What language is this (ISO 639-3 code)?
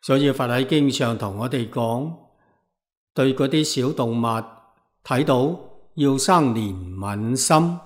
yue